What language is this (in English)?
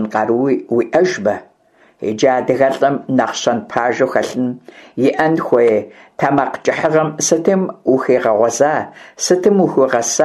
Kabardian